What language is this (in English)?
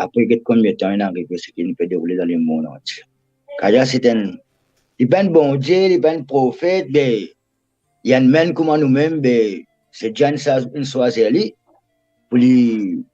Morisyen